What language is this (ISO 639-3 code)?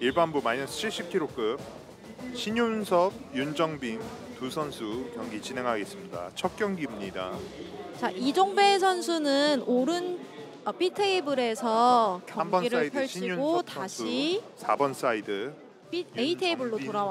kor